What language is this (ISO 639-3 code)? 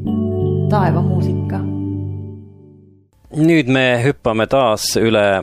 est